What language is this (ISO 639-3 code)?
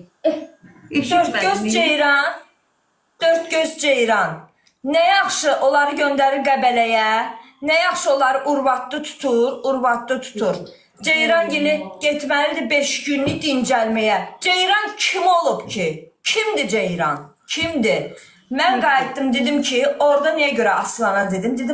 aze